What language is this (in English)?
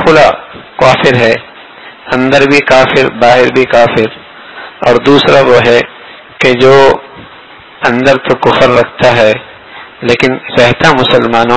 Urdu